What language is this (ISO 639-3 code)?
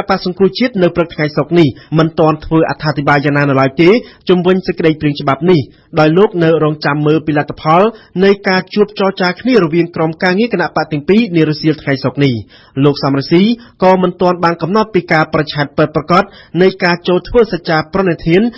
khm